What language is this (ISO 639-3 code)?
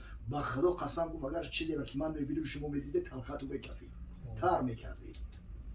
tgk